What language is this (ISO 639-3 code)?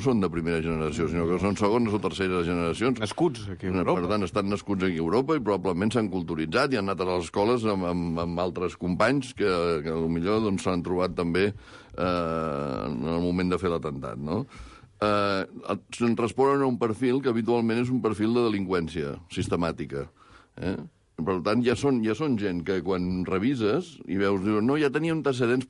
cat